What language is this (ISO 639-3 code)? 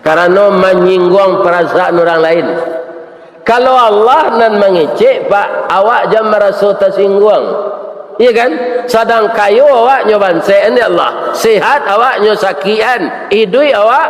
min